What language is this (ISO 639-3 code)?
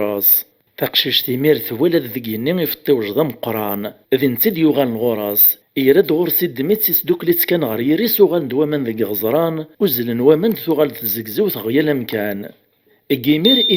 kab